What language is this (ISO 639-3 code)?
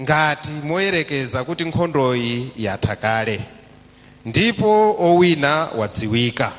nya